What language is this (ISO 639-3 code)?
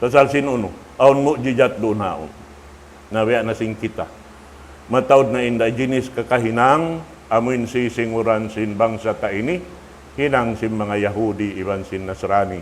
tsg